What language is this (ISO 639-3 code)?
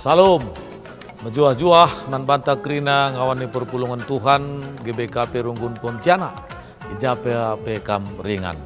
btx